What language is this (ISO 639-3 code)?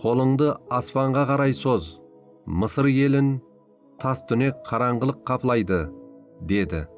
kaa